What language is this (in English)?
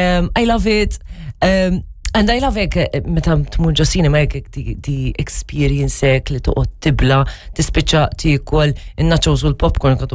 Maltese